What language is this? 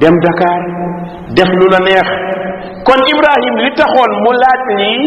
Wolof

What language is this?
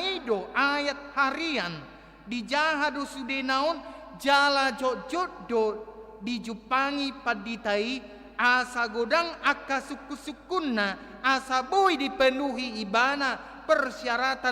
Batak Toba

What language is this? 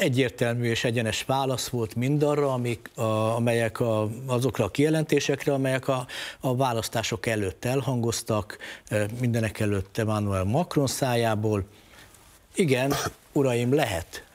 Hungarian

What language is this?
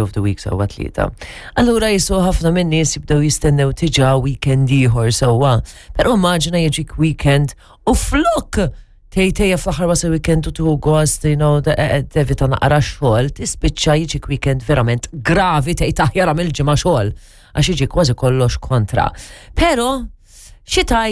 Maltese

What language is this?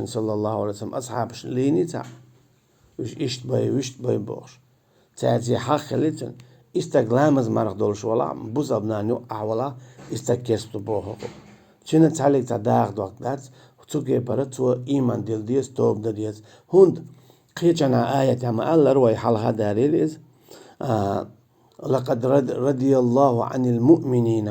Chechen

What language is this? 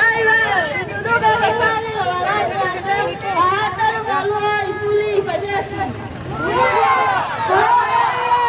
Nias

